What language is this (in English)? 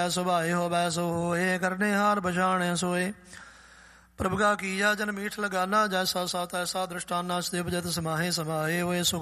Punjabi